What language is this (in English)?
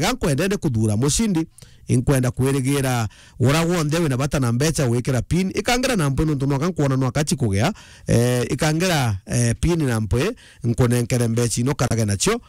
Meru